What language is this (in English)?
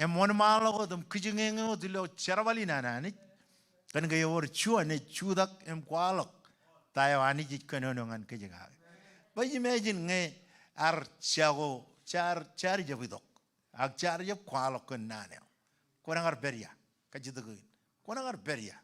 Marshallese